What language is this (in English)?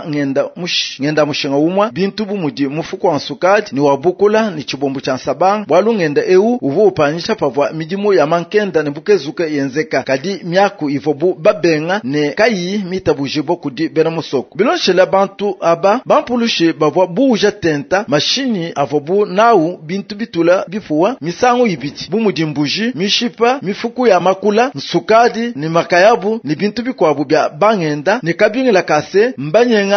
Luba-Lulua